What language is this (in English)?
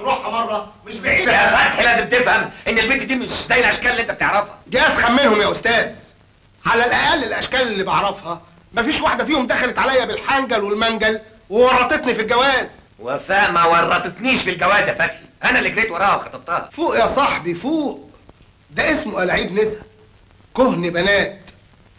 Egyptian Arabic